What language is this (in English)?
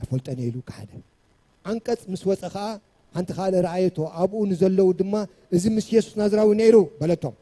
Tigrinya